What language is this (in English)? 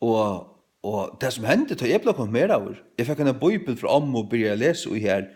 Faroese